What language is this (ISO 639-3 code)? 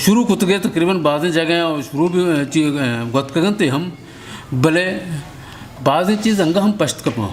bgp